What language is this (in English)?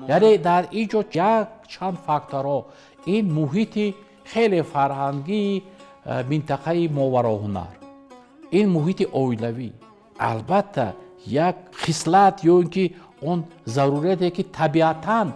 Tajik